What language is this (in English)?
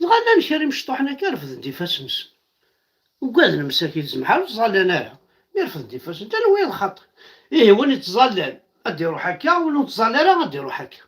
Kabyle